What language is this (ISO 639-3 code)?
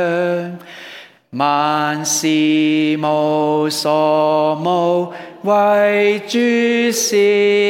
yue